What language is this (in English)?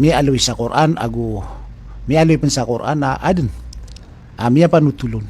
Maranao